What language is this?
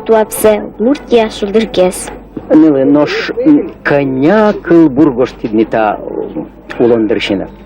Udmurt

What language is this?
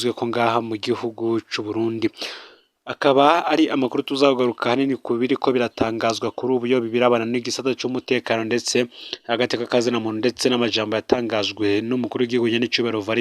Rundi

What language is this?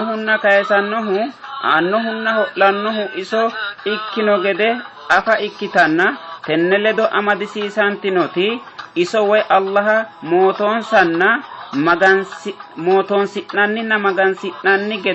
Sidamo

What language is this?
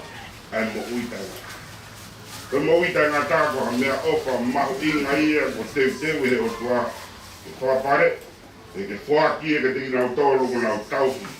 Tongan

